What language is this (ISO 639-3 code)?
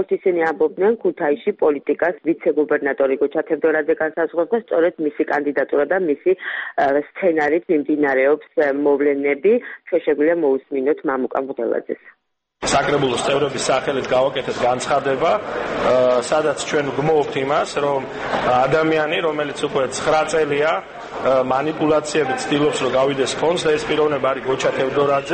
kat